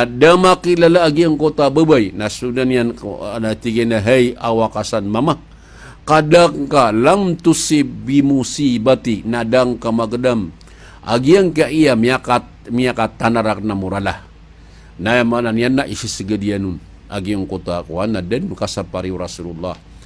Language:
Maranao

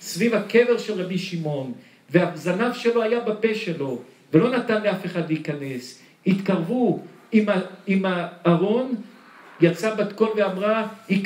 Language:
Hebrew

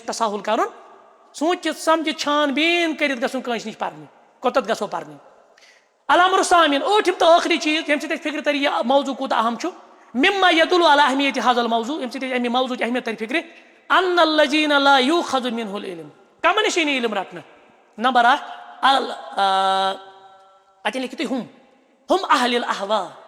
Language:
Kashmiri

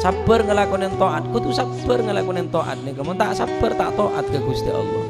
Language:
Madurese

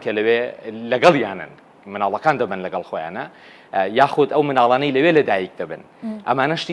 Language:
Central Kurdish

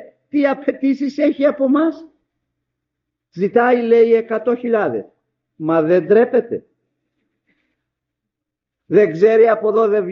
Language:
Greek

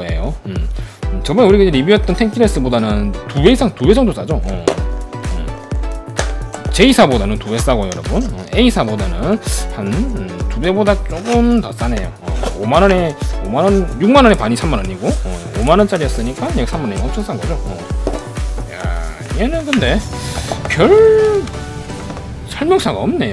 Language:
Korean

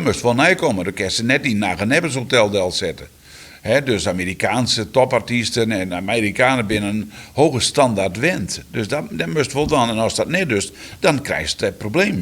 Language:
Western Frisian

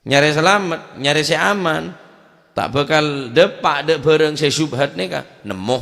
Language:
Madurese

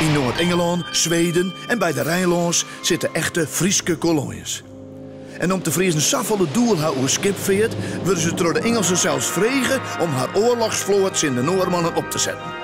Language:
Western Frisian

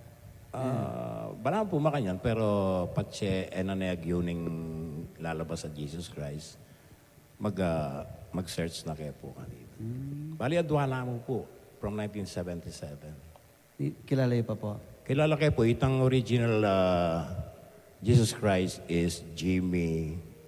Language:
Pampanga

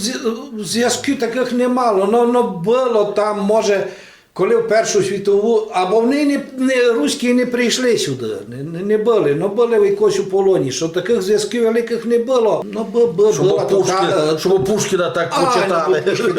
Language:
Rusyn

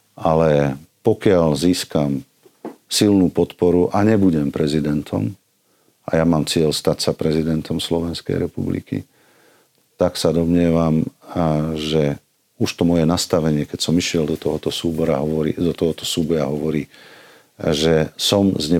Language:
Slovak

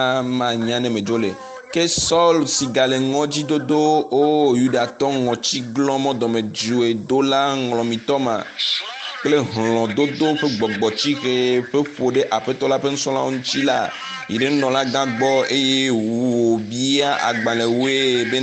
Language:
Ewe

